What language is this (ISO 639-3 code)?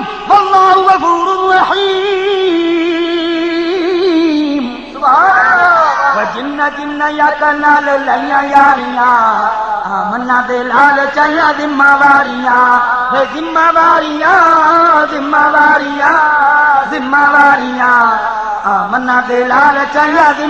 skr